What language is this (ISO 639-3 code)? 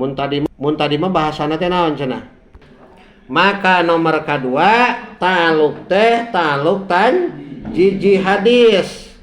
sun